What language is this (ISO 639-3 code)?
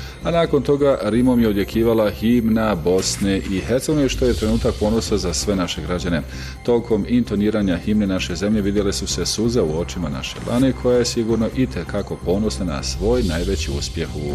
bos